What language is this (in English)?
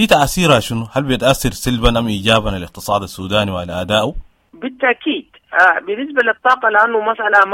Sudanese Arabic